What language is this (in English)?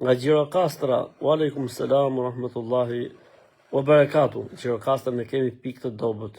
Albanian